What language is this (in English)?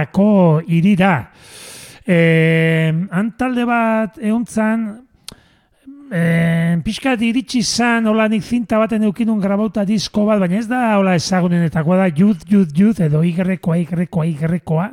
Basque